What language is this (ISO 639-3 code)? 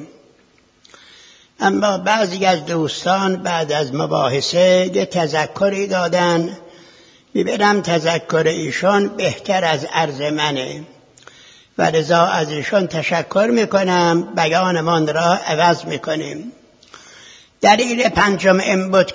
fas